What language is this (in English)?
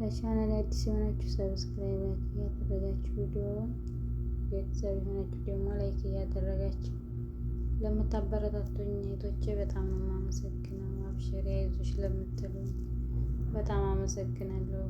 Amharic